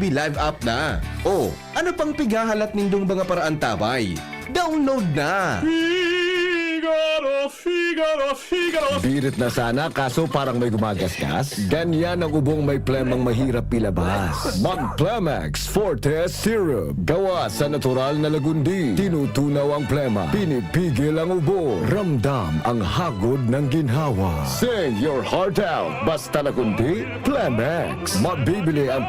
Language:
Bikol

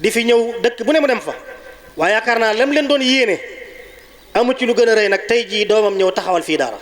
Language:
Wolof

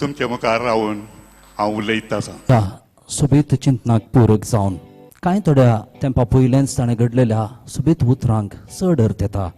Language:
Konkani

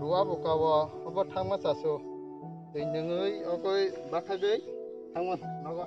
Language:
Kok Borok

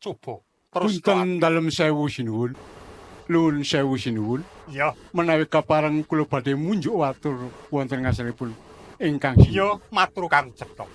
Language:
Javanese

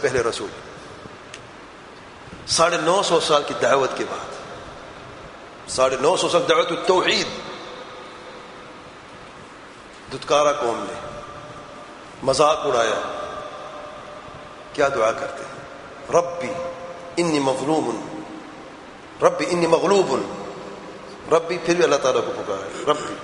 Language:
Urdu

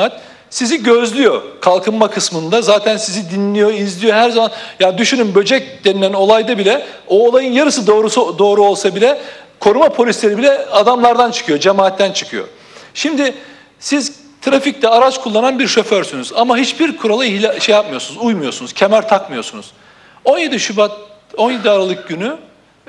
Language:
Turkish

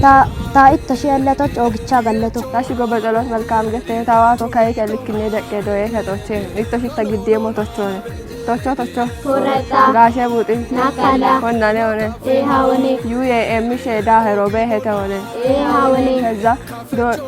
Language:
Kafa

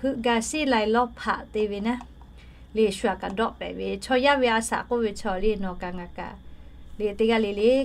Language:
Lahu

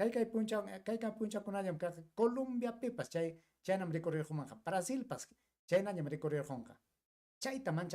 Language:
Ayacucho Quechua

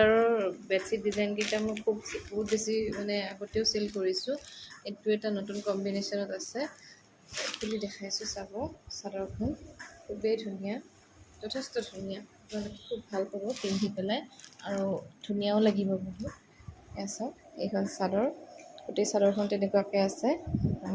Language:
Assamese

